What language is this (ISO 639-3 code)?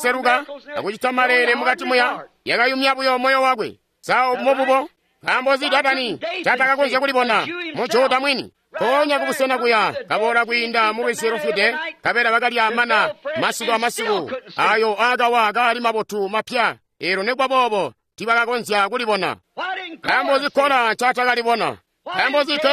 toi